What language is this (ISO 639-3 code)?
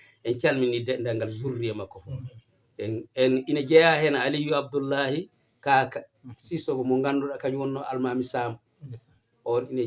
ful